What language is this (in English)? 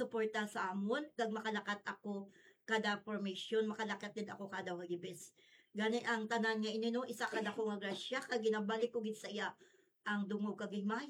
Hiligaynon